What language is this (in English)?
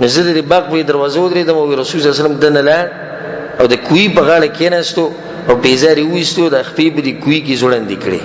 Pashto